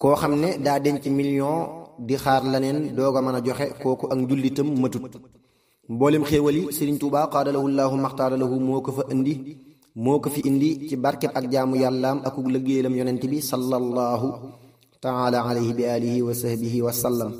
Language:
Wolof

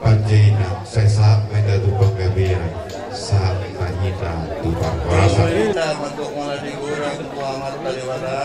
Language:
Batak Toba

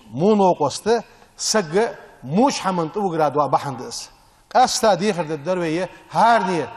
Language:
Ingush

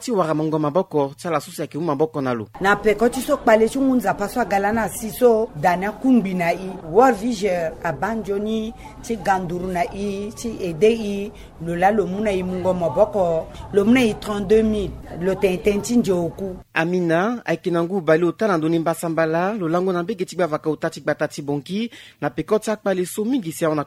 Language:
Sango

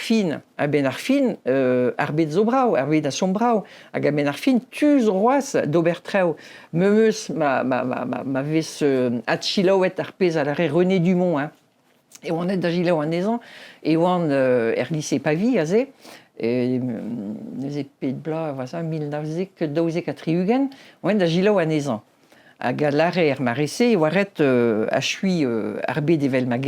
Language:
Breton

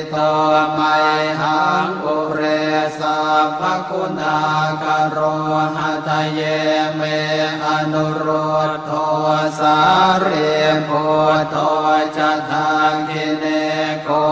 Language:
Pali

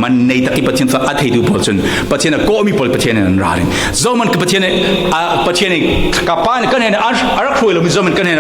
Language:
Falam Chin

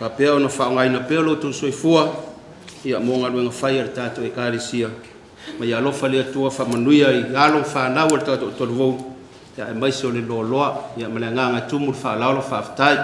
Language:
Samoan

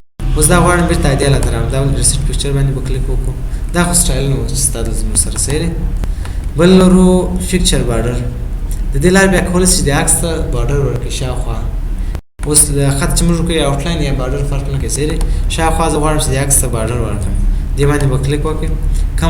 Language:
Pashto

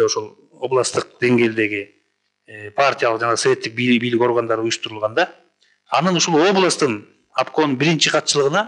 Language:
Kyrgyz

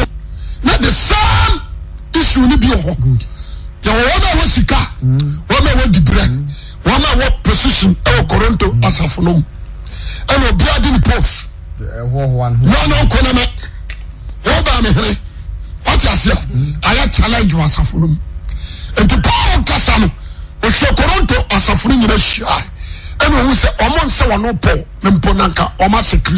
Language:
Akan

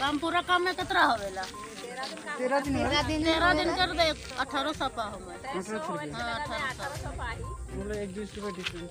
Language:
Sadri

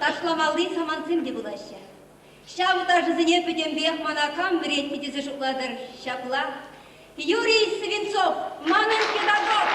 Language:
Chuvash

